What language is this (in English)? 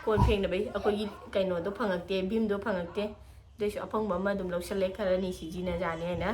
Manipuri